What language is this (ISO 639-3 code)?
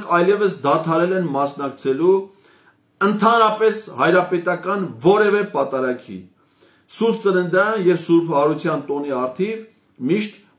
hye